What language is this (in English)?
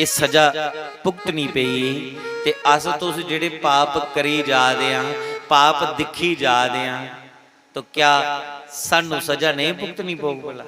Dogri